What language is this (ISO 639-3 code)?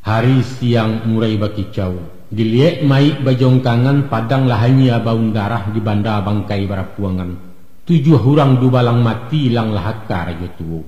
min